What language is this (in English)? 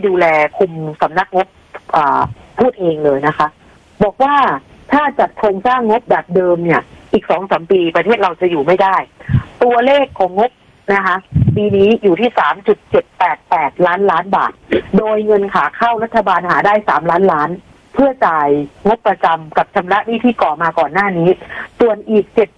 Thai